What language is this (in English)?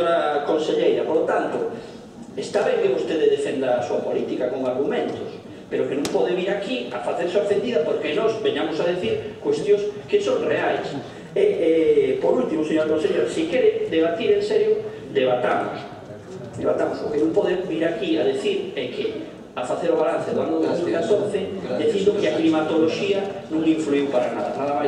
Galician